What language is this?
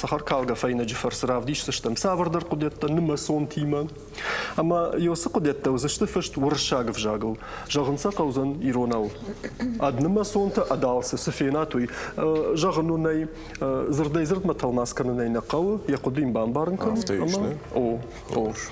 Ossetic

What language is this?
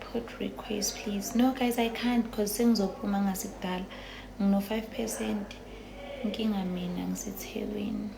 Zulu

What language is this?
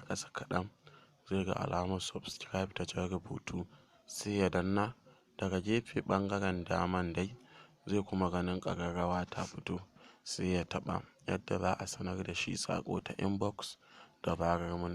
Hausa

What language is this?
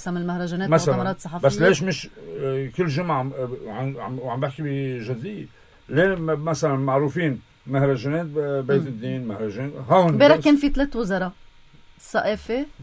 North Levantine Arabic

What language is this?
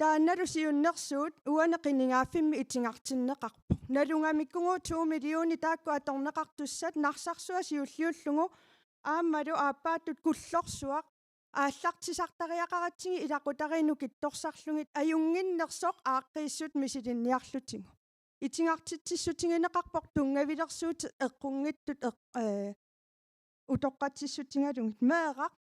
Kalaallisut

